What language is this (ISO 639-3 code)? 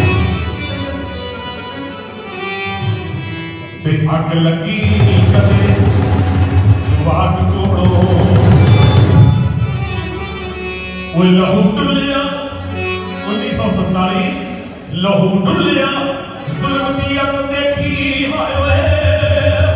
pan